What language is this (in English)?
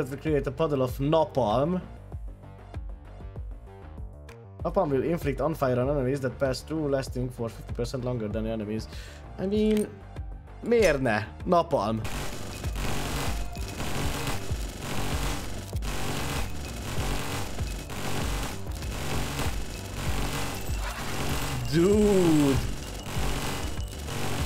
Hungarian